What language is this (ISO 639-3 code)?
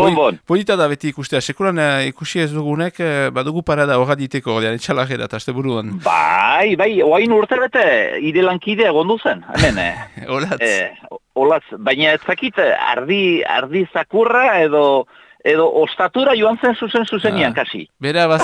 eus